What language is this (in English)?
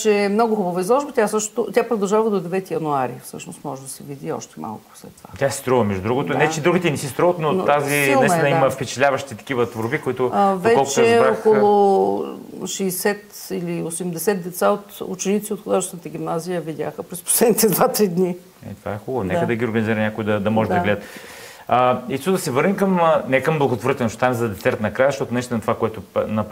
Bulgarian